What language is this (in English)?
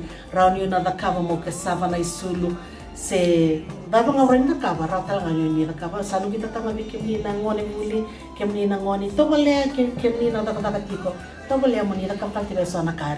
Fijian